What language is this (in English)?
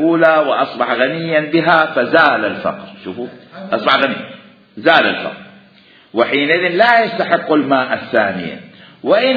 Mesopotamian Arabic